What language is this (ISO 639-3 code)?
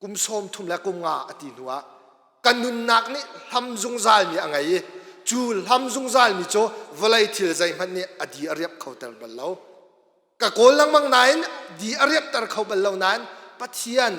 cnh